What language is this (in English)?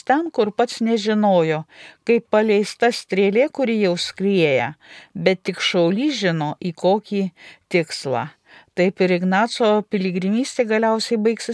Lithuanian